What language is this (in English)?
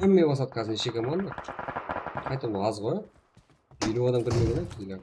Kara-Kalpak